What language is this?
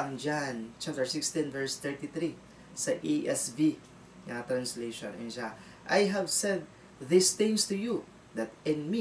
Cebuano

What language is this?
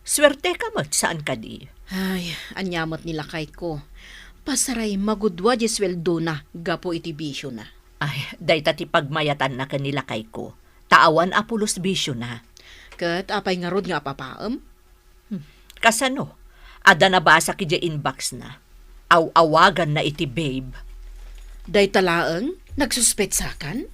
Iloko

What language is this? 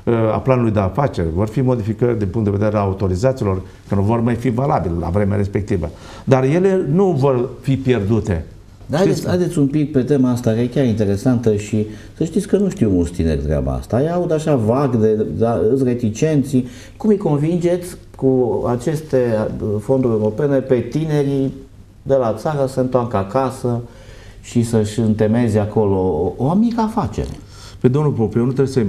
Romanian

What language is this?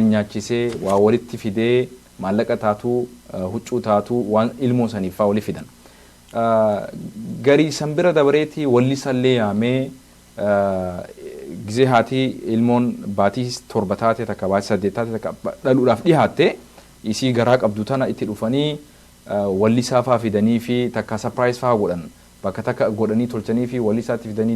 Oromo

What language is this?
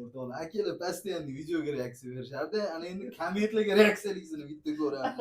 Uzbek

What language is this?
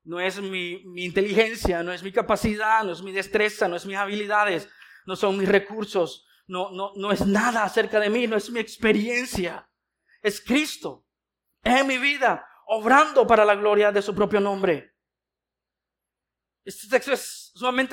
Spanish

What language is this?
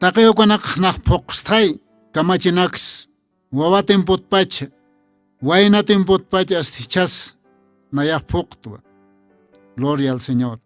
Aymara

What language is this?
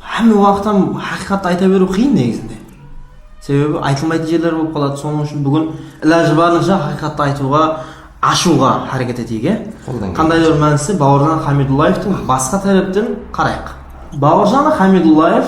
Kara-Kalpak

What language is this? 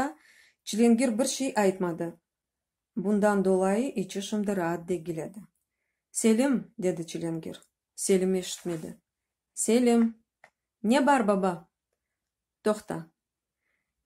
Crimean Tatar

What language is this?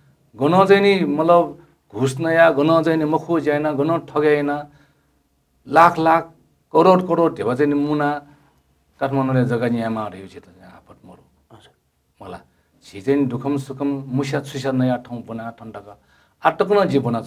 Newari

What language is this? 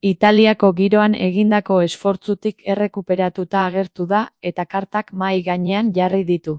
Basque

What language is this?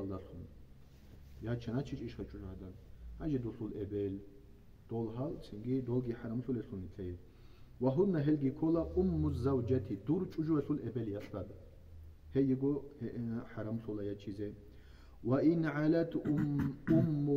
Avaric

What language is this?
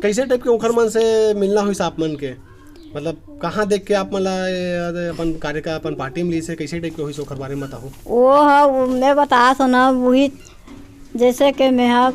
Chhattisgarhi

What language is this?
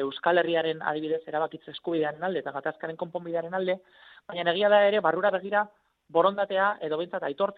Basque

